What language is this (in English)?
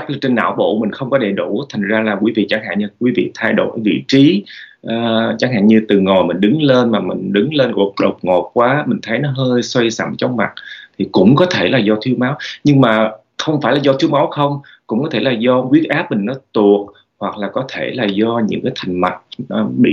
Vietnamese